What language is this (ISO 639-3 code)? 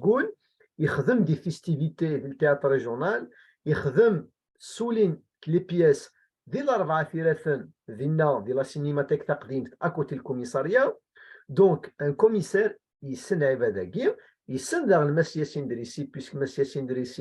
kab